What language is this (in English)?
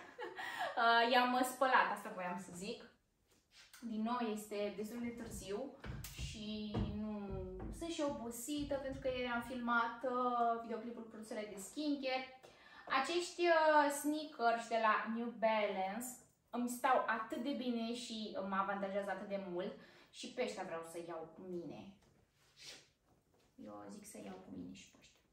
Romanian